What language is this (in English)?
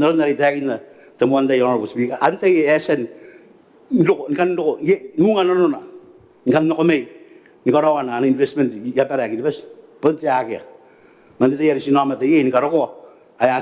Gilbertese